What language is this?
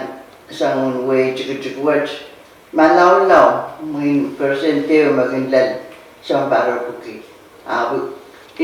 Pohnpeian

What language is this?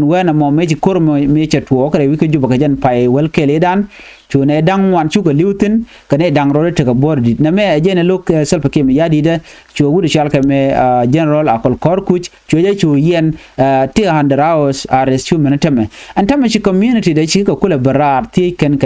Nuer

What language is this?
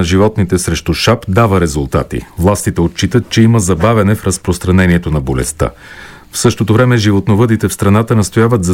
Bulgarian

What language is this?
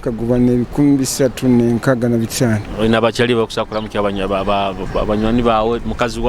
Nyoro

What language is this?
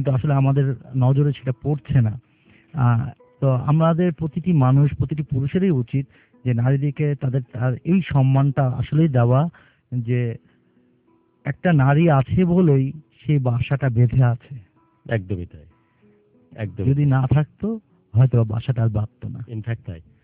Bangla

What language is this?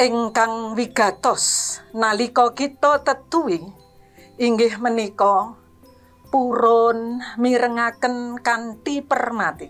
Javanese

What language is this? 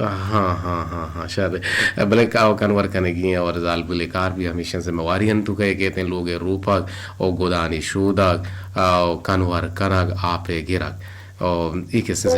Eastern Balochi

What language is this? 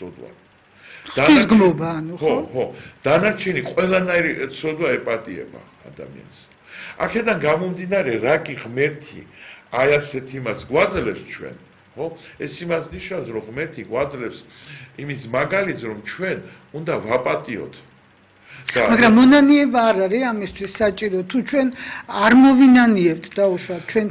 Georgian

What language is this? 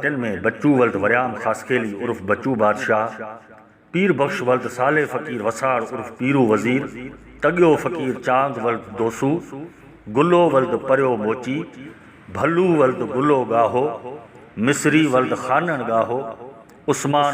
Sindhi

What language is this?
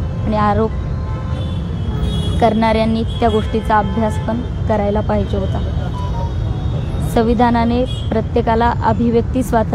Marathi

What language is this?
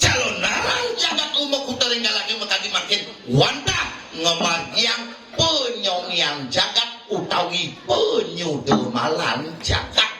Balinese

